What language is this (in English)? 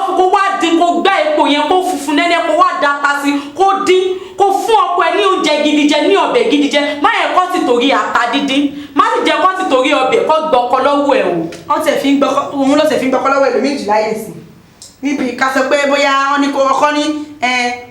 Yoruba